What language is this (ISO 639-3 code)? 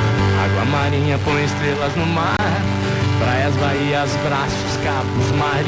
por